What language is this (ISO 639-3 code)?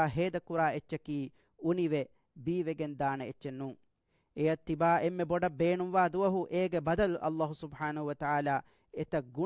div